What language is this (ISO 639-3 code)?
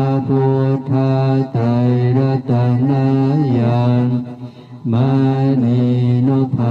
pli